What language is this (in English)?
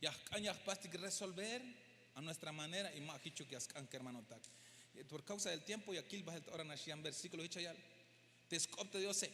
Tzeltal